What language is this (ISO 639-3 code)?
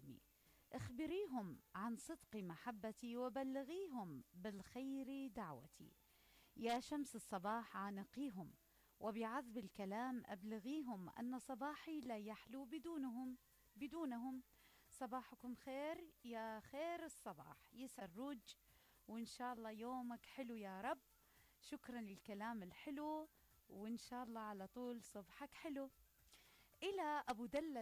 acm